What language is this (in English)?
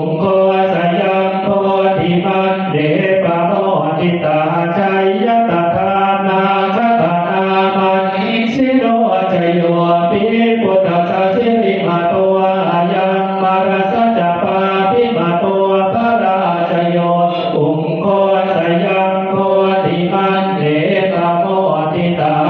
Pali